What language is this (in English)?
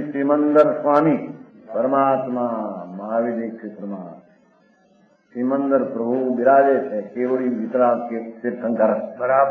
Gujarati